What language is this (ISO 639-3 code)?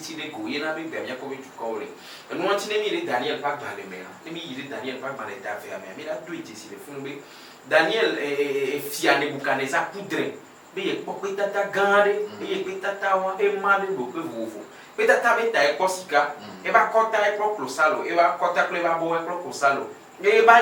ewe